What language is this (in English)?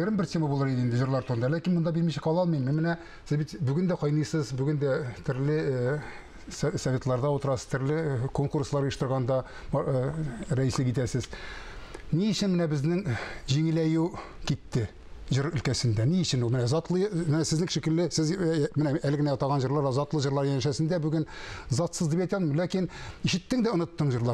Tatar